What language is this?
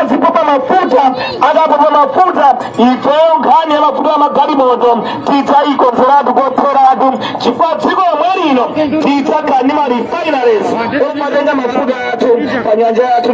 Nyanja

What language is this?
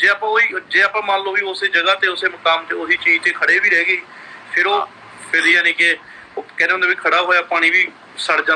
Punjabi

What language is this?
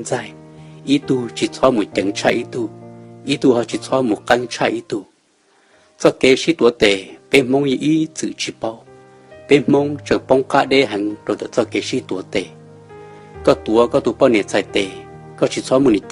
Hmong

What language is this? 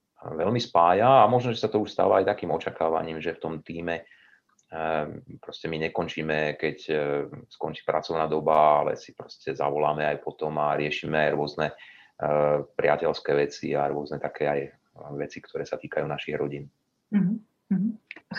Slovak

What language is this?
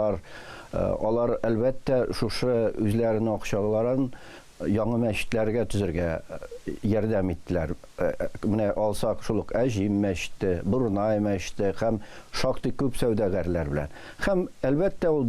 Tatar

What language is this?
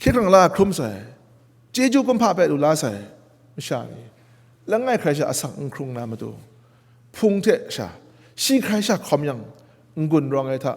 Kachin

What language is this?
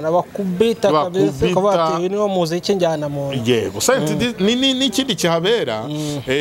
Kinyarwanda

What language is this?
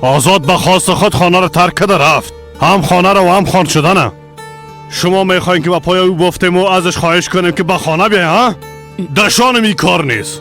Persian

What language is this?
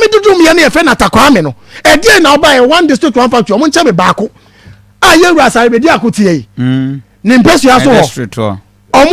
Akan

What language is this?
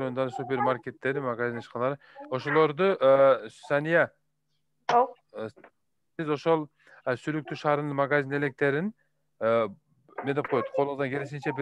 Kyrgyz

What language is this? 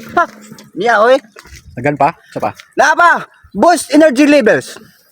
Cebuano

